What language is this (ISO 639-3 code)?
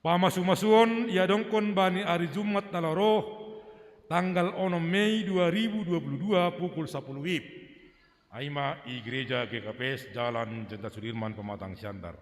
bts